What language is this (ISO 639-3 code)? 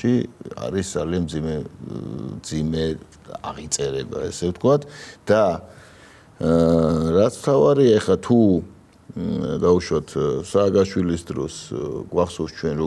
kat